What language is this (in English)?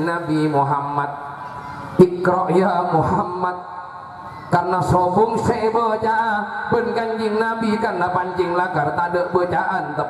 Madurese